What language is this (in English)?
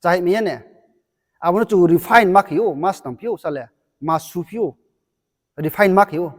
Riang (India)